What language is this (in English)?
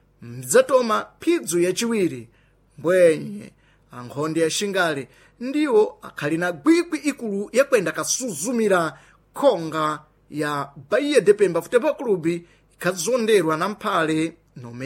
Sena